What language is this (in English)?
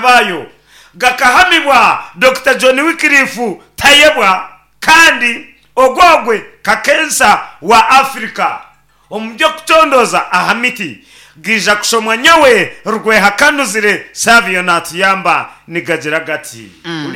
Nyankole